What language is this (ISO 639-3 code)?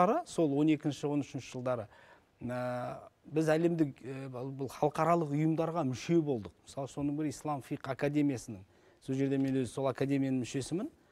kaz